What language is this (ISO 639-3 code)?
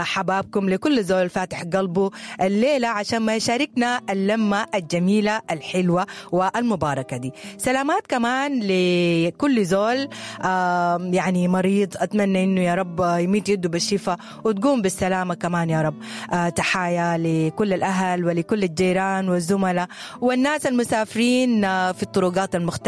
apd